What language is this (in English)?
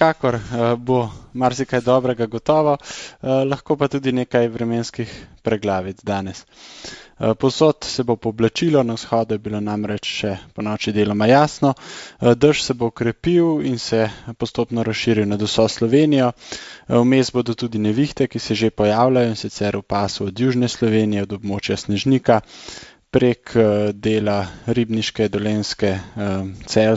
Slovenian